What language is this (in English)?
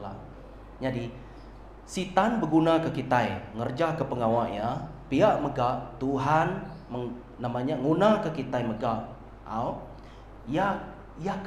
Iban